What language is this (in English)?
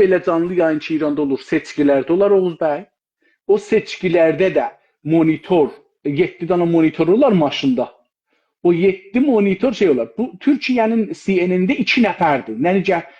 South Azerbaijani